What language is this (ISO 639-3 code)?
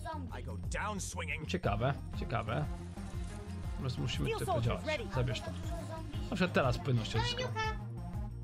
pol